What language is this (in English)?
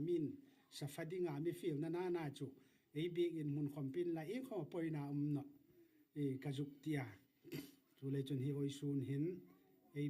Hmar